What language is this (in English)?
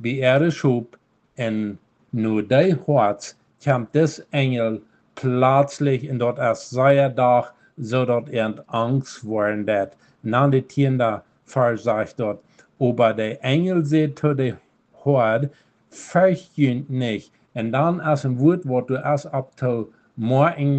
Plautdietsch